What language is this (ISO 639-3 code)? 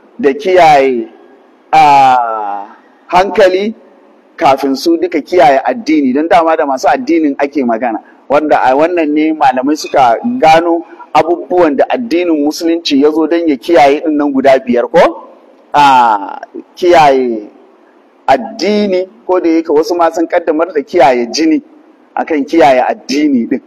hau